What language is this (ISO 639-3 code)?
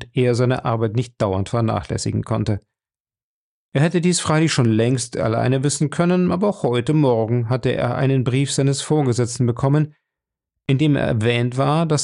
deu